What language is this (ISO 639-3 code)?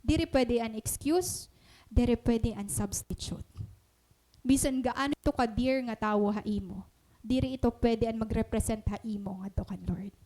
war